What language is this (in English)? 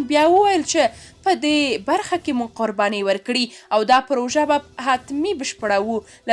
Pashto